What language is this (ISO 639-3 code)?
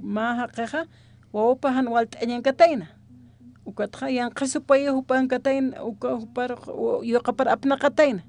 aym